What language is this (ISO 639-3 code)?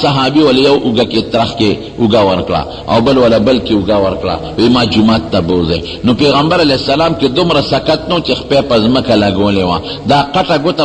pus